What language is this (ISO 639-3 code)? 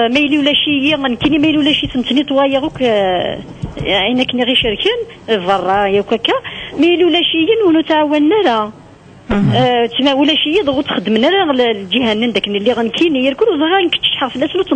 kab